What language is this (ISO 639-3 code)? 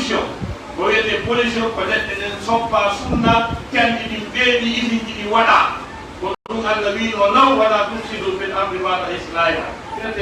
ful